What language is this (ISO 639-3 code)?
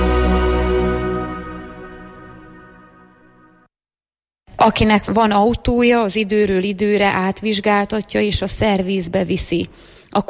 hun